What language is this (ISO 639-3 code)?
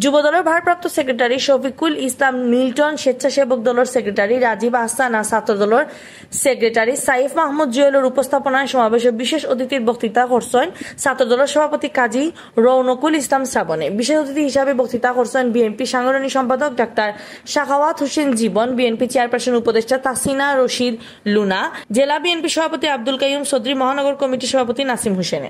syl